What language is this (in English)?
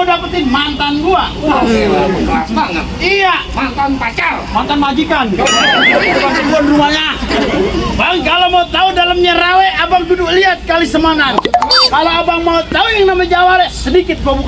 Betawi